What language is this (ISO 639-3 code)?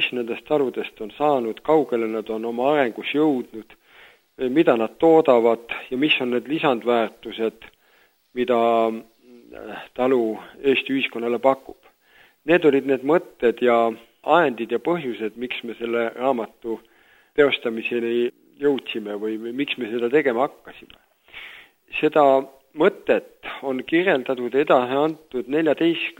est